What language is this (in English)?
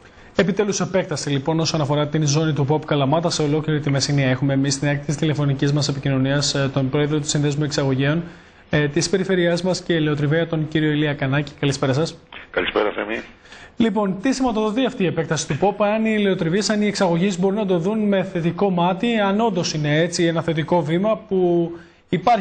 Greek